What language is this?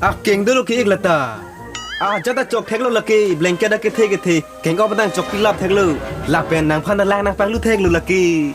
Karbi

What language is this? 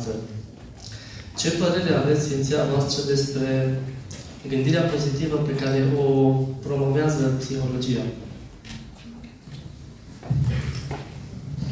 Romanian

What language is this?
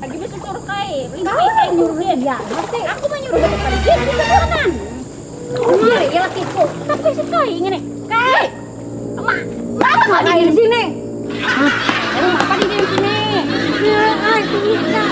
Banjar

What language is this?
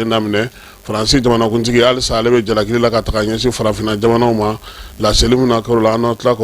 Bambara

